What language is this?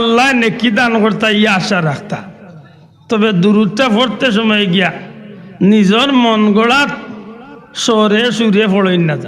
Sylheti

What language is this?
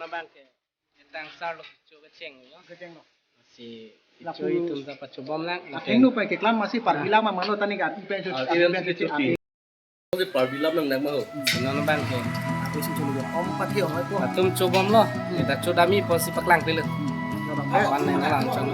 Karbi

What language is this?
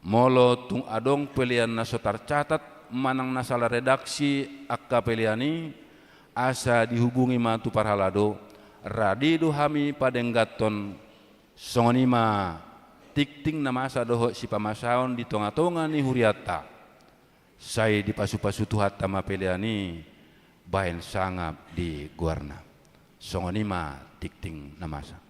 Batak Toba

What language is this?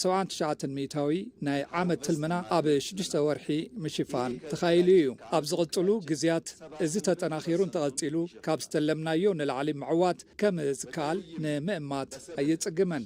Tigrinya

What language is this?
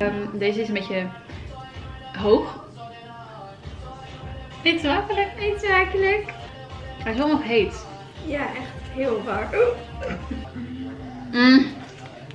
Dutch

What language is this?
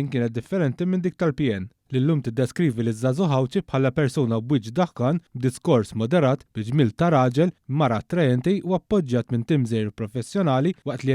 Maltese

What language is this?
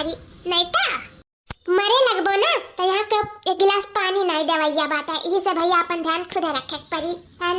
Awadhi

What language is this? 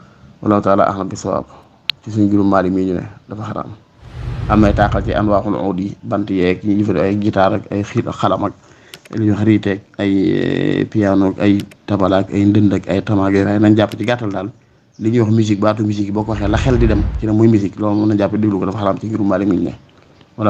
Wolof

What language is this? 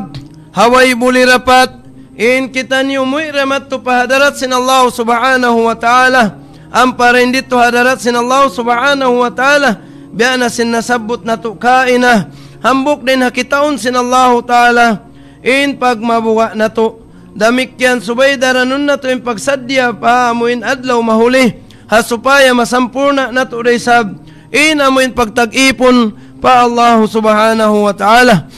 Tausug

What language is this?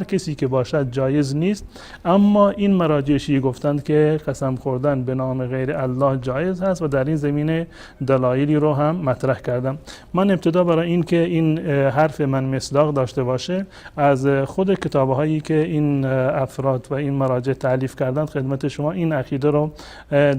Persian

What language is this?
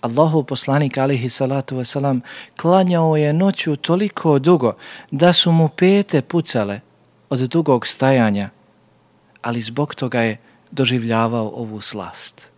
Bosnian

